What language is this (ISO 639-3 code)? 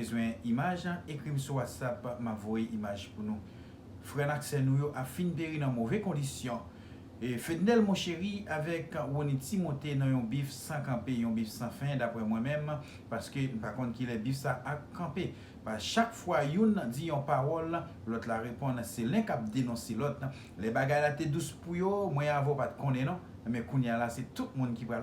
hat